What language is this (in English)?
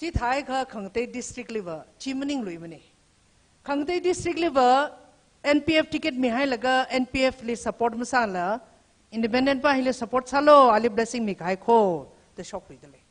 Tangkhul Naga (India)